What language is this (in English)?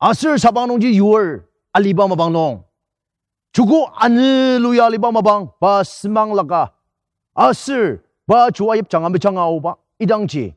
Ao Naga